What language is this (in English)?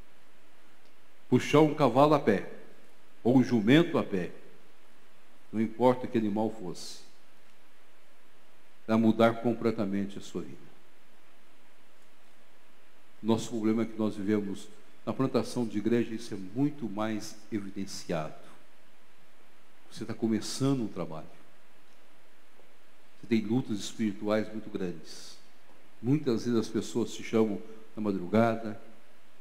Portuguese